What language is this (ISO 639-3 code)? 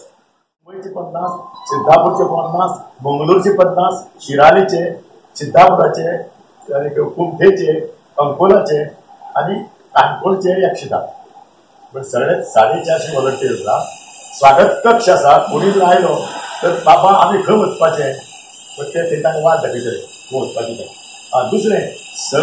kok